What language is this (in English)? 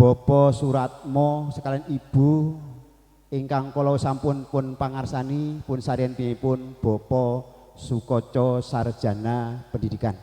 Javanese